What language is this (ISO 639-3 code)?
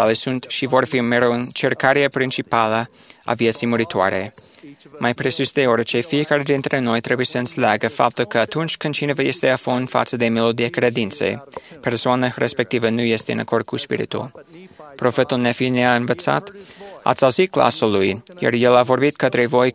ron